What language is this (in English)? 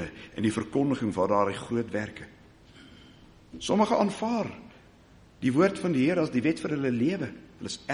Afrikaans